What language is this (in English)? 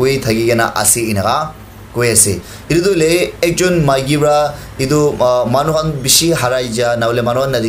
Naga Pidgin